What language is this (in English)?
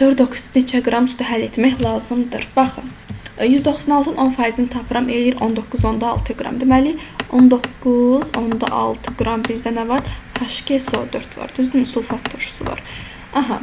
Azerbaijani